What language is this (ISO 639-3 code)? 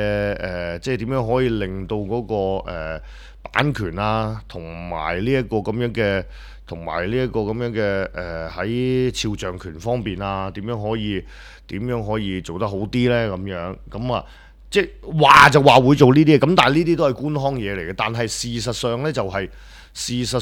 yue